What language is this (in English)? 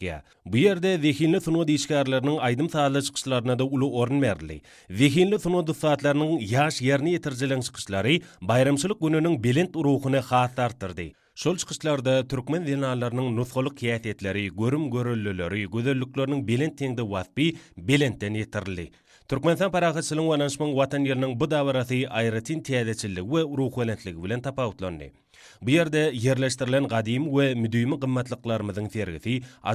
Turkmen